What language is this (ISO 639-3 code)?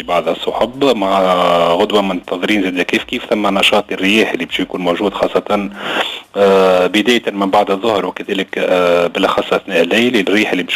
aeb